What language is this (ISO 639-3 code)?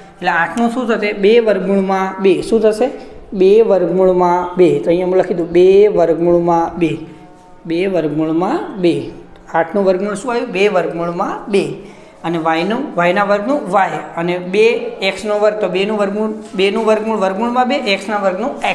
guj